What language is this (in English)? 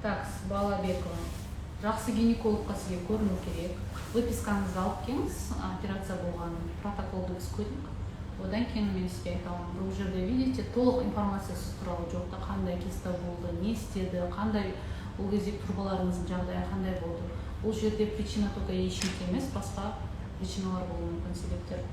Kazakh